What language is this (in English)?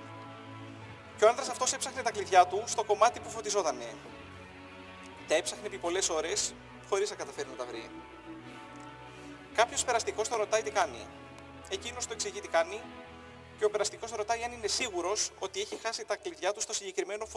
Greek